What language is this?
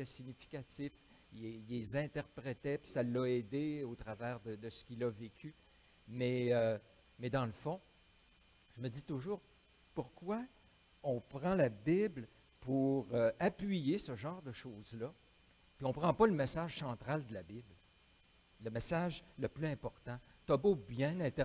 French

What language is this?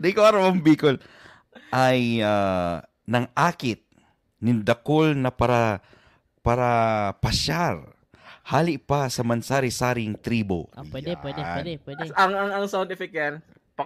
Bikol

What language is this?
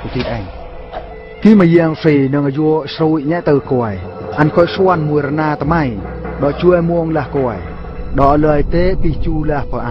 Eastern Bru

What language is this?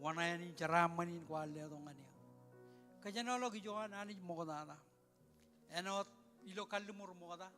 Marshallese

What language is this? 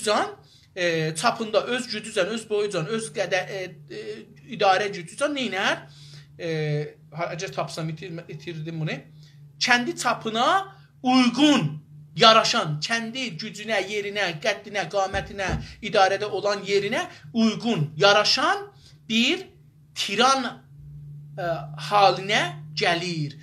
South Azerbaijani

